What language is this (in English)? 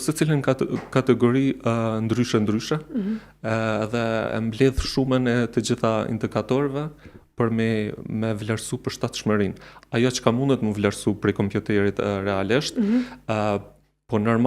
Albanian